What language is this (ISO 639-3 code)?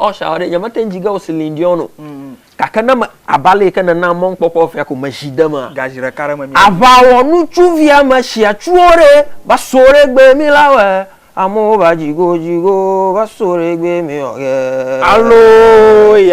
ewe